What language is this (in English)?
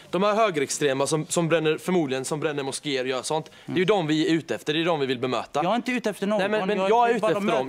Swedish